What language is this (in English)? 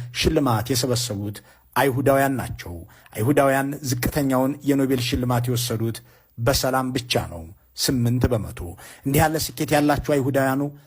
Amharic